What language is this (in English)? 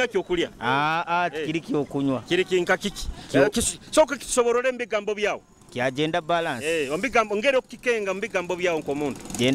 Nyoro